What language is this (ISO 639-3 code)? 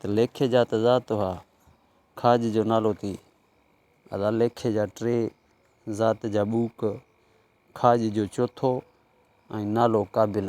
snd